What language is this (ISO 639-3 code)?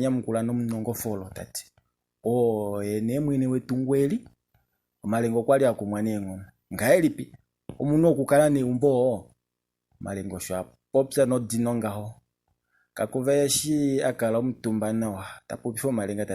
kua